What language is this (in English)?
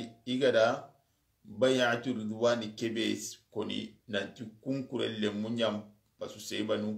Soninke